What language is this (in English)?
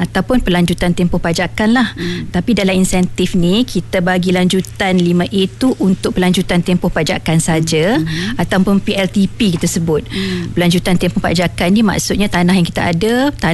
Malay